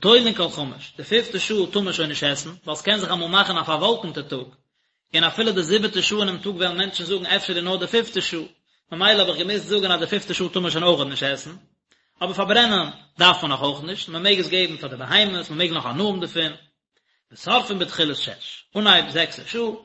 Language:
Yiddish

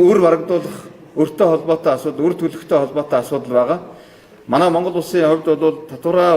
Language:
Mongolian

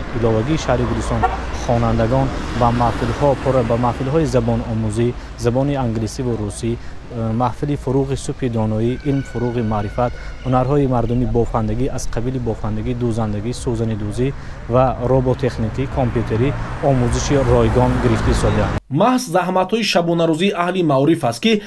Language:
Tajik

